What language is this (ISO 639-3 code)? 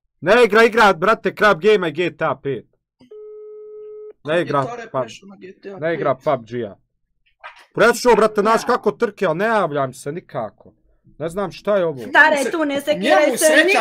bos